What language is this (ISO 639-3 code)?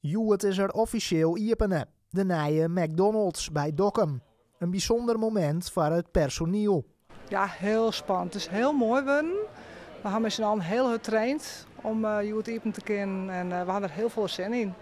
fry